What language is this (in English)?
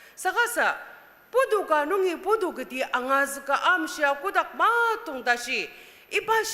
Ao Naga